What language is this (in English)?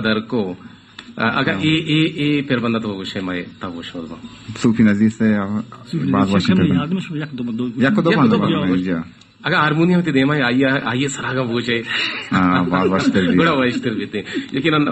Baluchi